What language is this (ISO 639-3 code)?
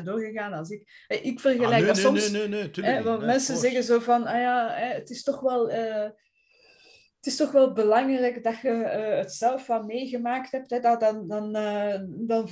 nld